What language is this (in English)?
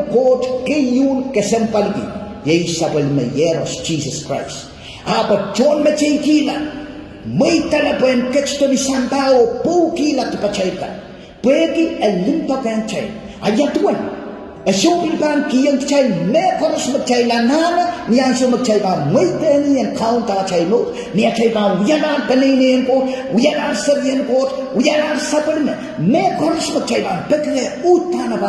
Pohnpeian